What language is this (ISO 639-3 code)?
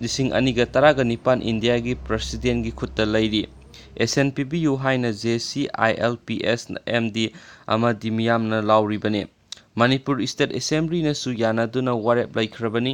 mni